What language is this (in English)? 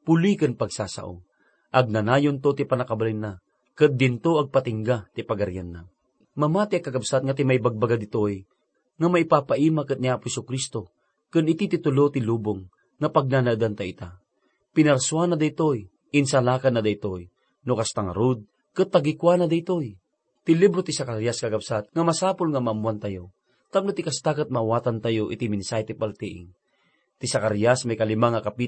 Iloko